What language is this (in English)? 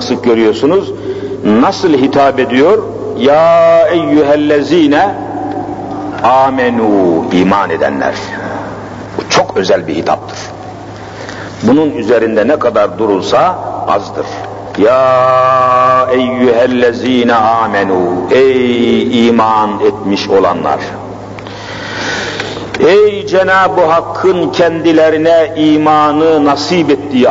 Turkish